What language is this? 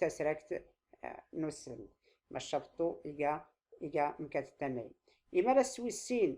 Tachelhit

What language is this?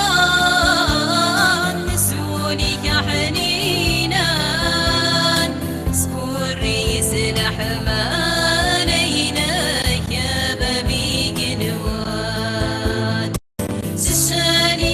Kabyle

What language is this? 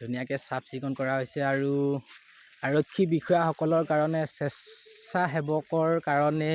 Assamese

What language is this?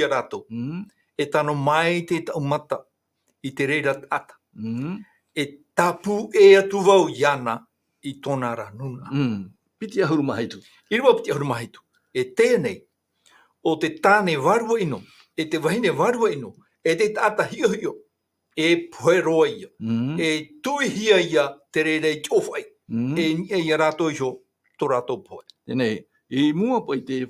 Tahitian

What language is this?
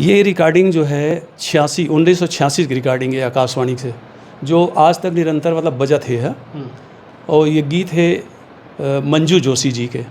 Chhattisgarhi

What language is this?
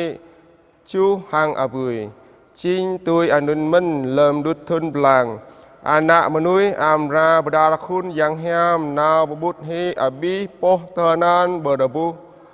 Jarai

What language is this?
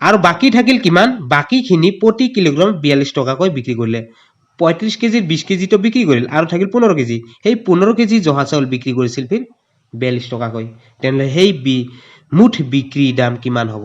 Assamese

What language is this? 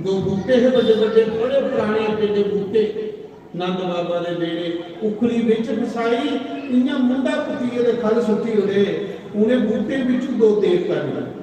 Dogri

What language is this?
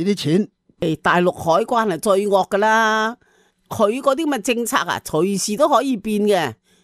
Cantonese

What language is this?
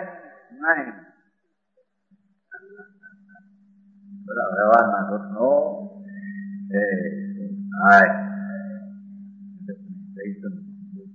Gujarati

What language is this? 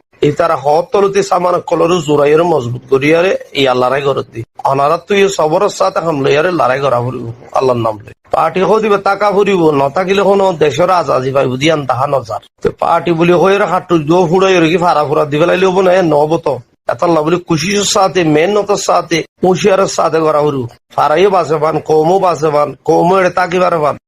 Rohingya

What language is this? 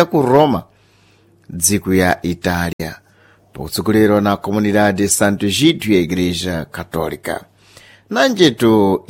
Sena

